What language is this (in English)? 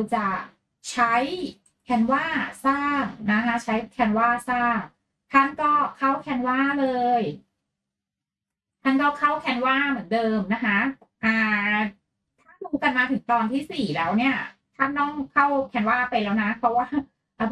Thai